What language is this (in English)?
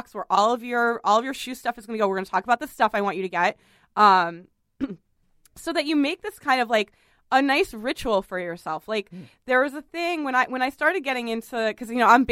English